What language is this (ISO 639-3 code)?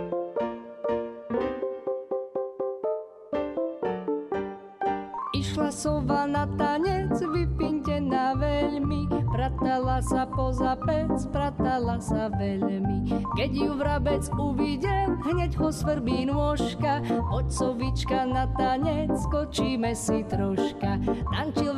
slk